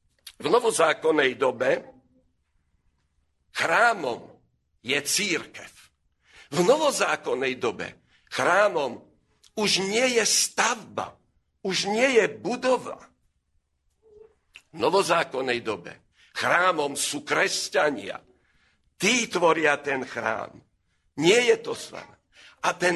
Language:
Slovak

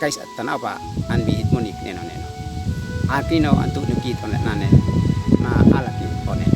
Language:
Uab Meto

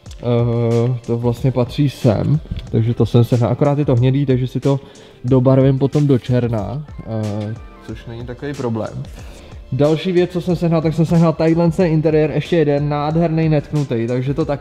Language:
Czech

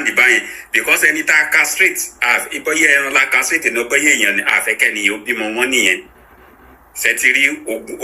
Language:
Yoruba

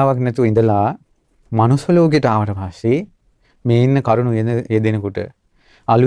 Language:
Sinhala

